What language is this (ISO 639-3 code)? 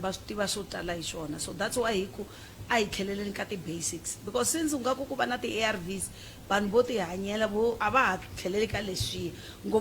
tso